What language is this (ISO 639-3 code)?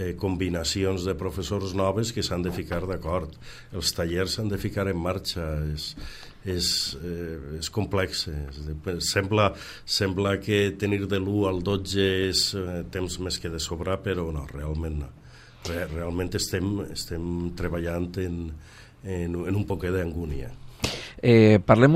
cat